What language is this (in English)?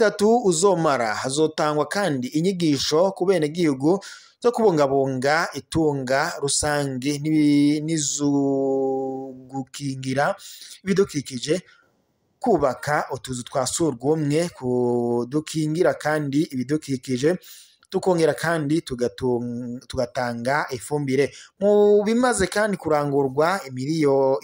Rundi